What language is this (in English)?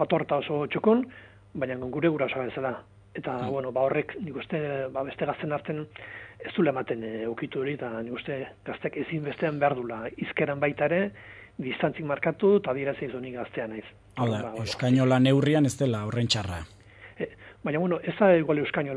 Basque